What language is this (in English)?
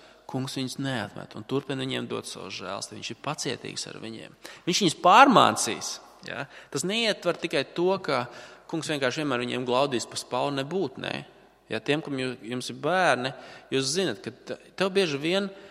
Latvian